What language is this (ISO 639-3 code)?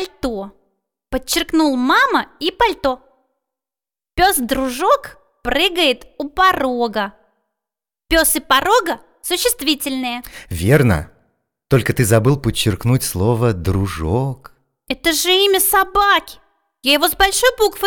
rus